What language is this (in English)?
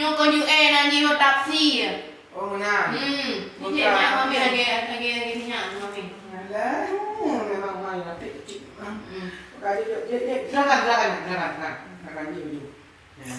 Achinese